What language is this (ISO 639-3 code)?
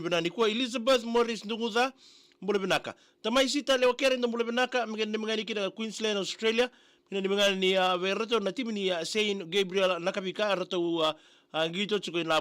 fij